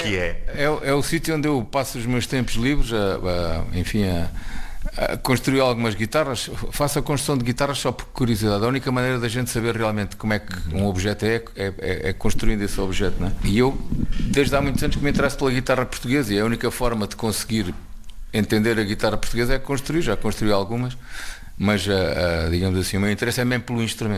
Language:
Portuguese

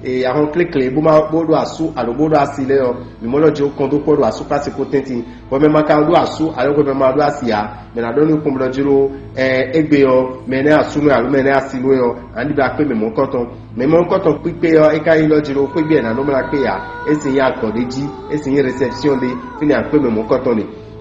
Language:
Fon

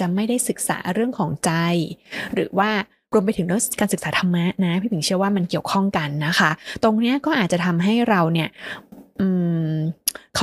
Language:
Thai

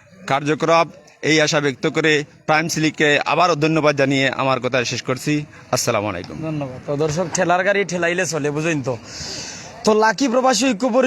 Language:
Sylheti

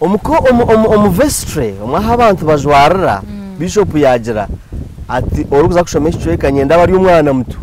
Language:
Nyankole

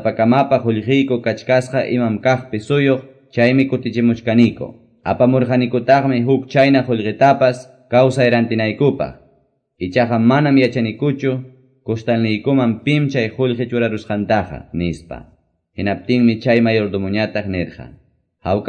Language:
Quechua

